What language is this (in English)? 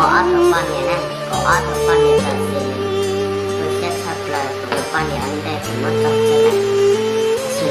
Hmong